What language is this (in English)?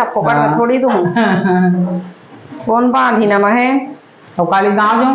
Chhattisgarhi